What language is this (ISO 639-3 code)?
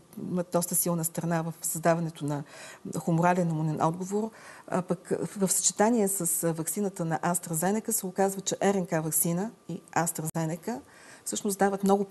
bul